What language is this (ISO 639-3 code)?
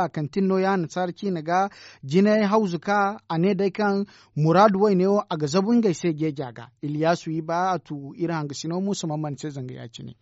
dje